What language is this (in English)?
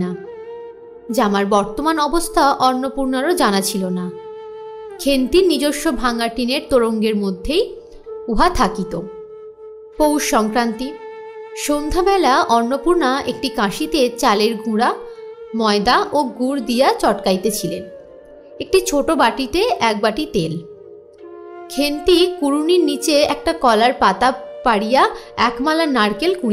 Bangla